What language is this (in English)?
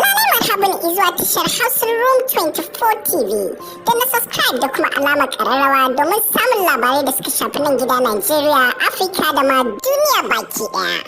Hausa